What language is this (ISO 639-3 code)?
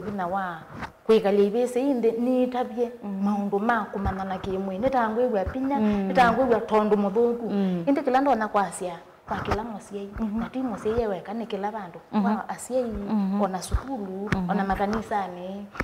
kam